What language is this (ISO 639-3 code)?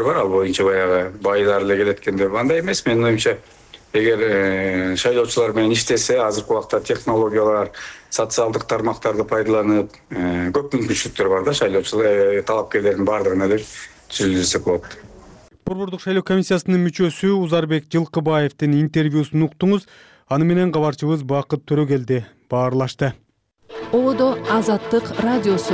kir